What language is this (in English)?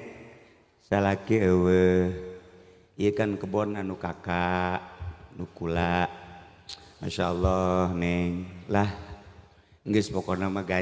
Sundanese